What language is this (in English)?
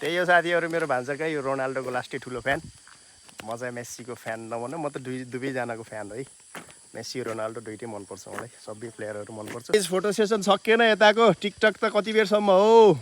Nepali